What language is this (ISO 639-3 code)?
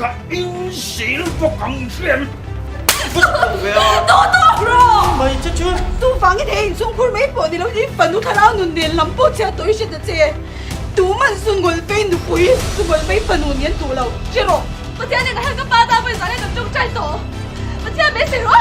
lus